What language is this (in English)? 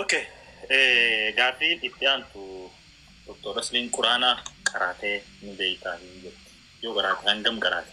Oromo